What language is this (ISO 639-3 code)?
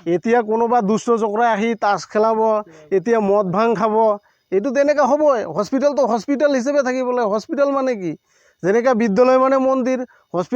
asm